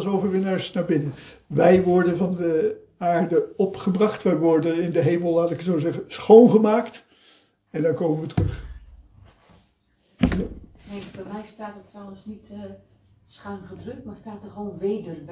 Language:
Dutch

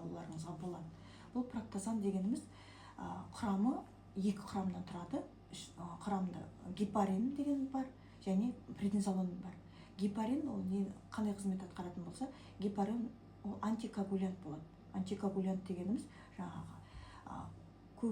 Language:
Kazakh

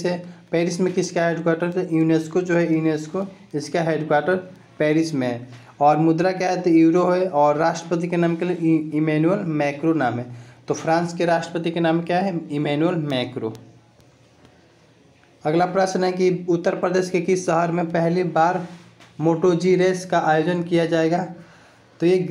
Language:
Hindi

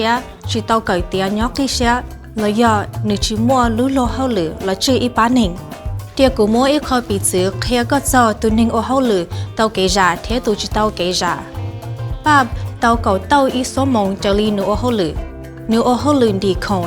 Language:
Hmong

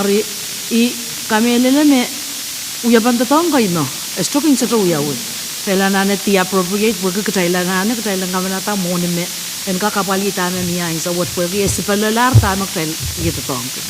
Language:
Pohnpeian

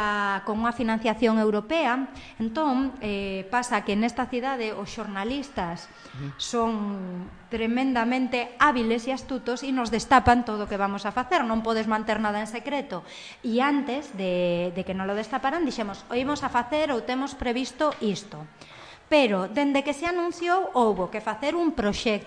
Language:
Galician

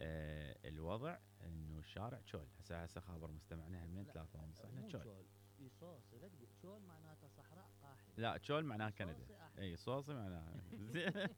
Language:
Mesopotamian Arabic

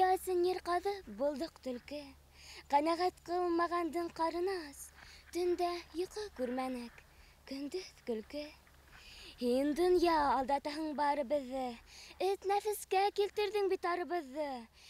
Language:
Bashkir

